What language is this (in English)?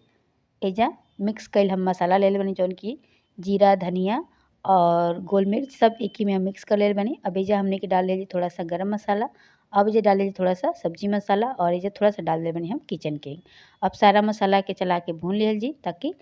Bhojpuri